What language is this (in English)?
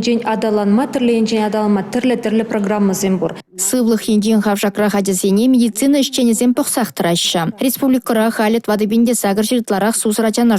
Chuvash